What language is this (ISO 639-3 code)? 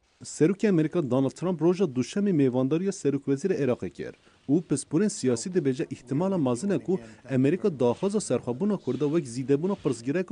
kur